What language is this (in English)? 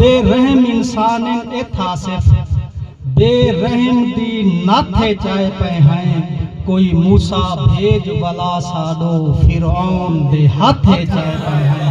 Saraiki